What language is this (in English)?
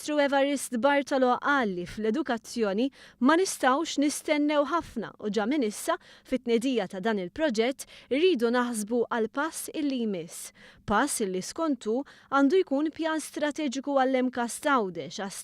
Maltese